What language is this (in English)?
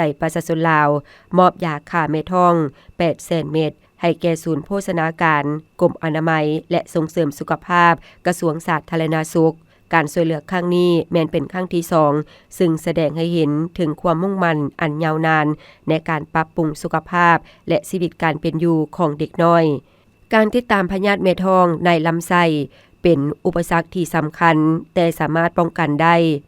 Lao